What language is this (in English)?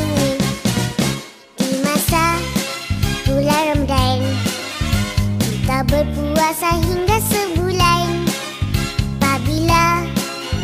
Malay